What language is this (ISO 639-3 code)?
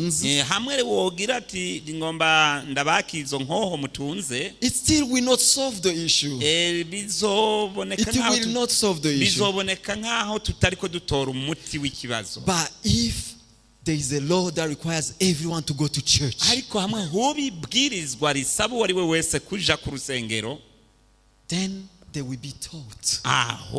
run